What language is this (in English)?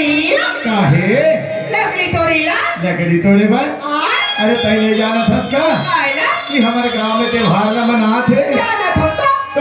Chhattisgarhi